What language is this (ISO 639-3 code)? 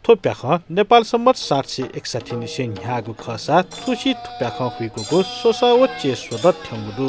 new